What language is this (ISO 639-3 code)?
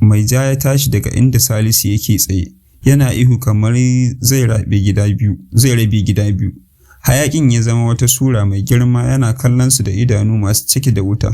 hau